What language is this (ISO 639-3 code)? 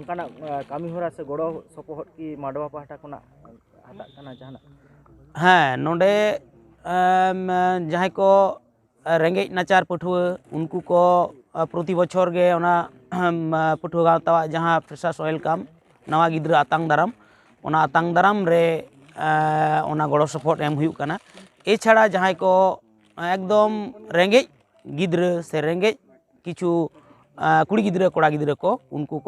sat